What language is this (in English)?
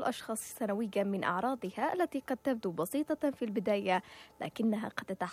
Arabic